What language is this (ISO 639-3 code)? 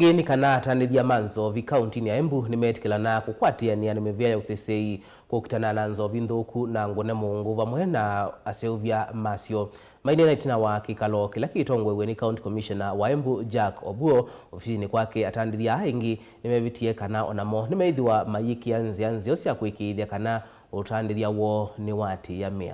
kam